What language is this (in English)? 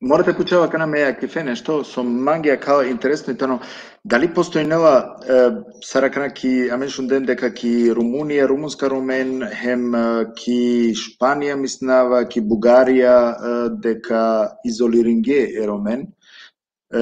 Balkan Romani